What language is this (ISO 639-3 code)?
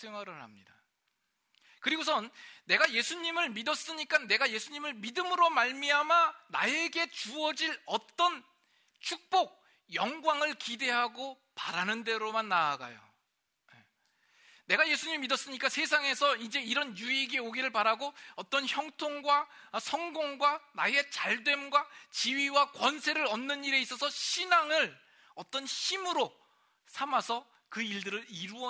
kor